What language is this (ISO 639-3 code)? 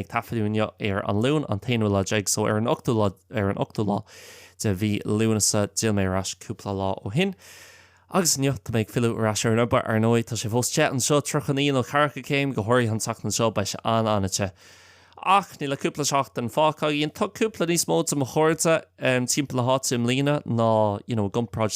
gle